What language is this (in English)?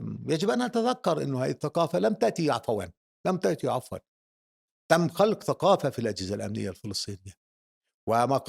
North Levantine Arabic